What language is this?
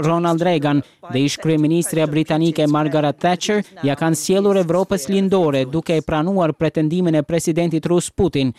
Albanian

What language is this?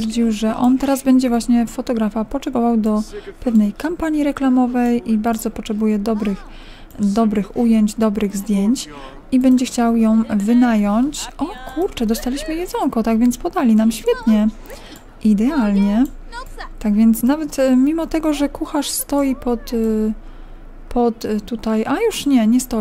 Polish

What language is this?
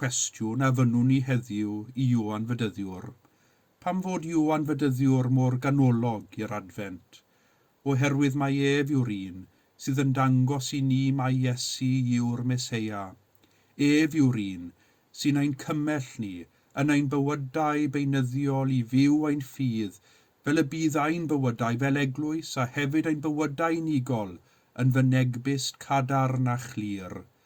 Welsh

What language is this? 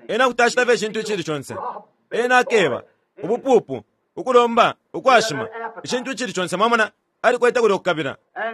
Bemba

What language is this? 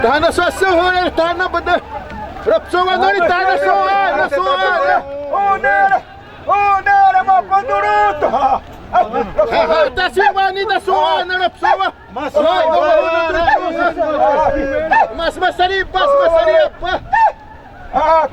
Xavánte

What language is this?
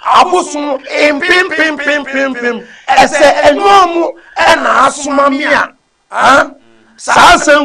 Akan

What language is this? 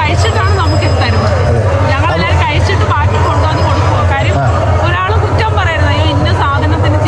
Malayalam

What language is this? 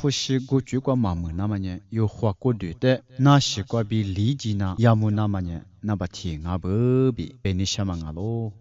Lisu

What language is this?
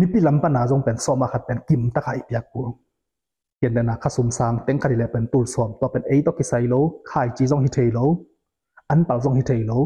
Tedim Chin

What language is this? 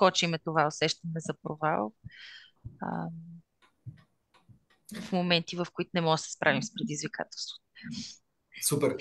Bulgarian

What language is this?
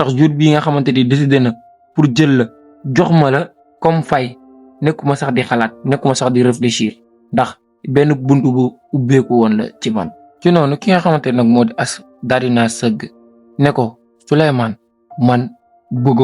Wolof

